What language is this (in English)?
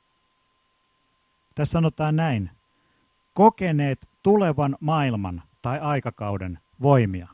Finnish